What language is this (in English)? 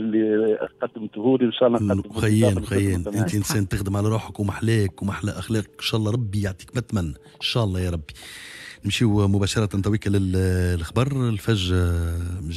Tunisian Arabic